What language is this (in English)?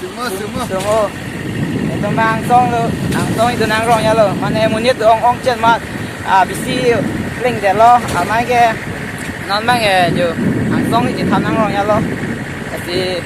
Karbi